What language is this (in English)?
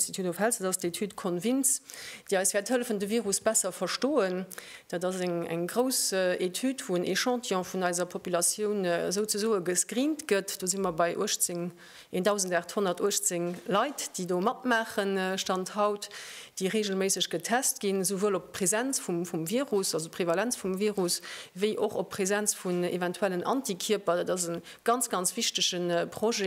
Luxembourgish